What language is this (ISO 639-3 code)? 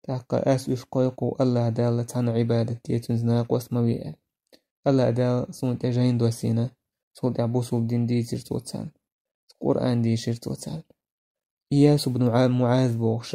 che